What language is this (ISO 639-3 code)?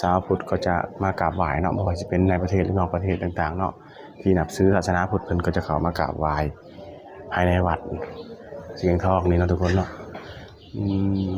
tts